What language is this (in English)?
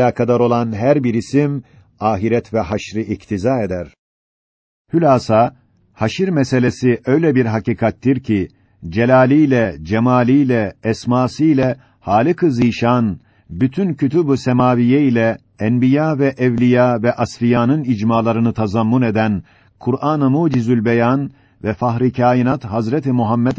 Turkish